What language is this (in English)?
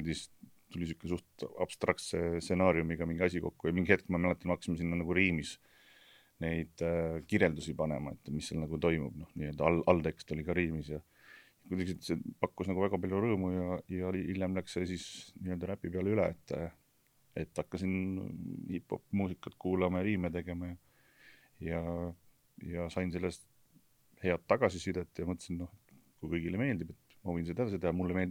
Estonian